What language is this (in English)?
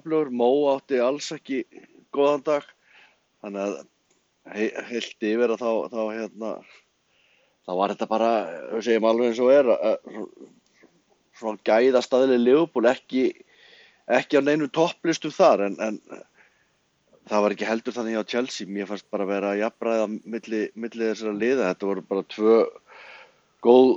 Icelandic